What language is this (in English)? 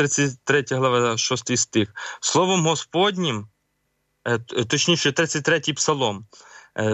Ukrainian